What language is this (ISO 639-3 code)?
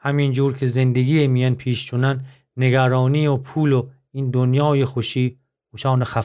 glk